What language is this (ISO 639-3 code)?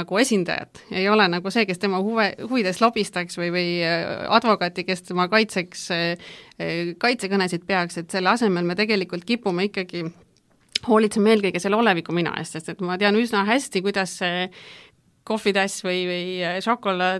est